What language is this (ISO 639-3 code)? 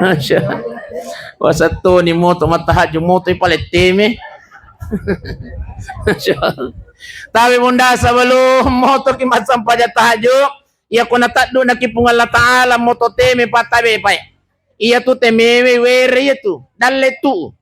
bug